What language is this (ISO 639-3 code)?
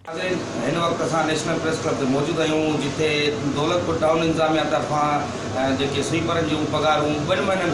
snd